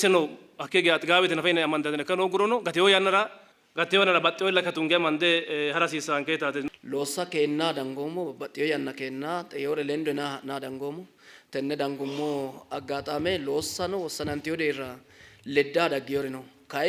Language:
Sidamo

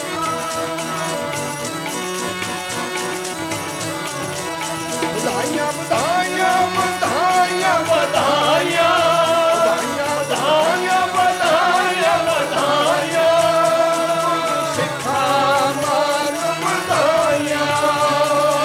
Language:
Punjabi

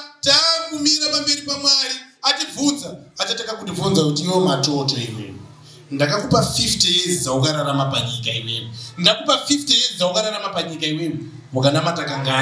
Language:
Shona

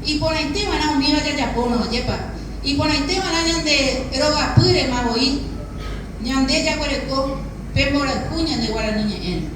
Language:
Guarani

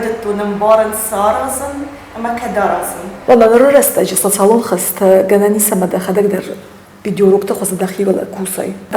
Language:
Ossetic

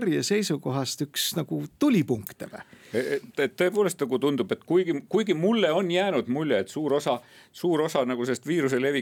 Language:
Estonian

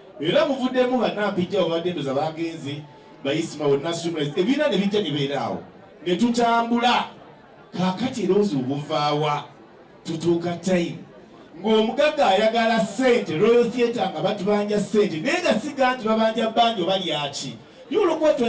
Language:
Ganda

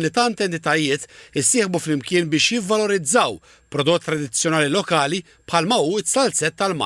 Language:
Maltese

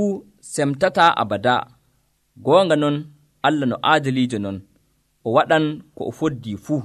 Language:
Nigerian Fulfulde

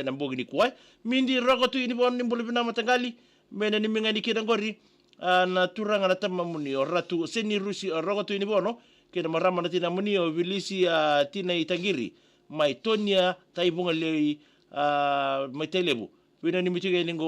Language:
Fijian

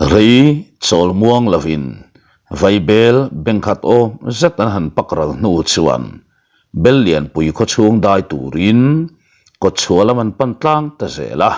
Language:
Mizo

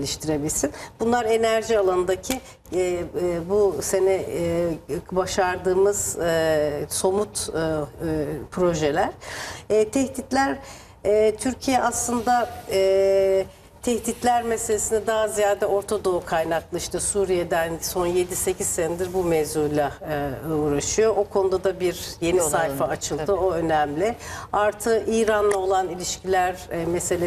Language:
Turkish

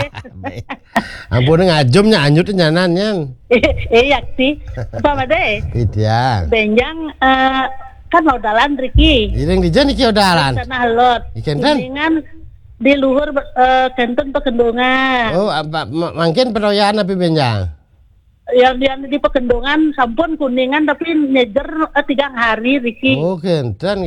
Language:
Balinese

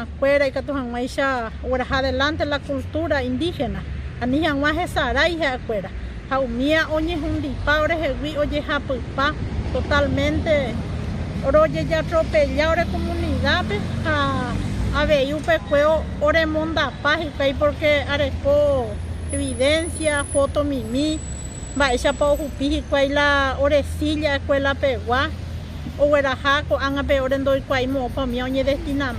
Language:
Guarani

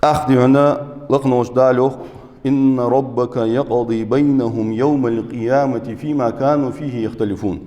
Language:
Ingush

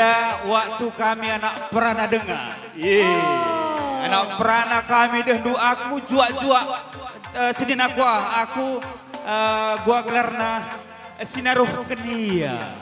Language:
Batak Karo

